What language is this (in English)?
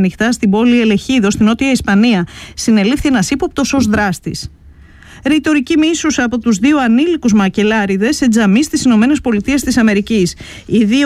Greek